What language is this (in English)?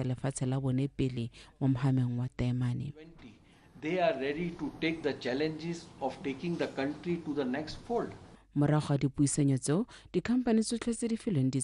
Tswana